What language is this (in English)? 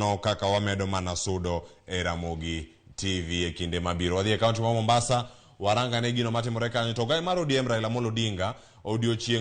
Luo (Kenya and Tanzania)